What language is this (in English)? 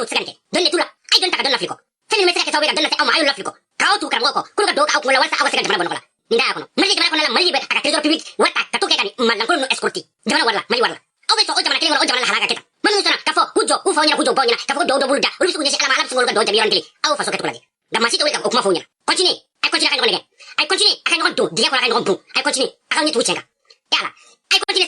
Bambara